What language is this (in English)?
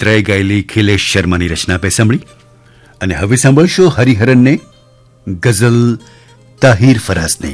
Gujarati